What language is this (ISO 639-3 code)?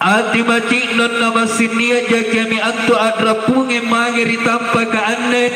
mak